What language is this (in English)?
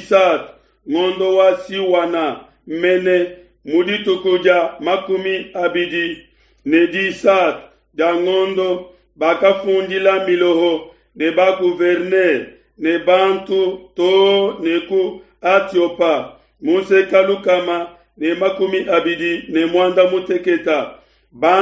Luba-Lulua